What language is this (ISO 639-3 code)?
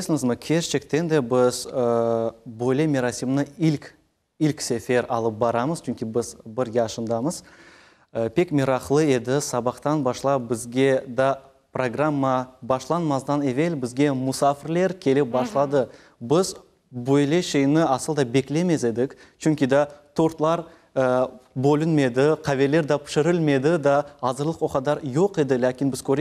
crh